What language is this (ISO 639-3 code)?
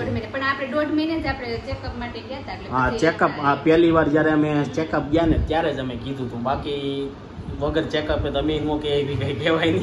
guj